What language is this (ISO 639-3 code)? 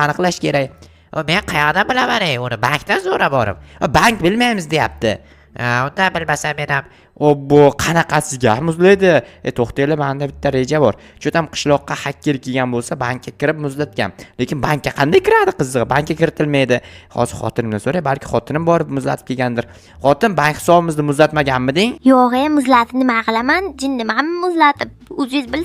uzb